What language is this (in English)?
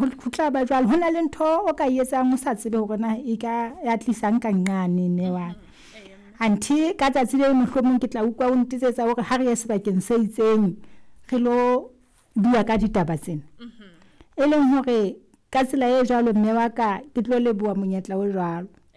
Southern Sotho